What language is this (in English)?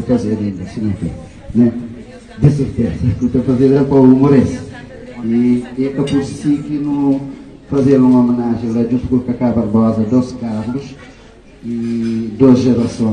Kabuverdianu